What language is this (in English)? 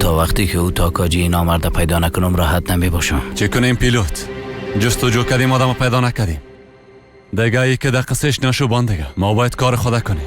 Persian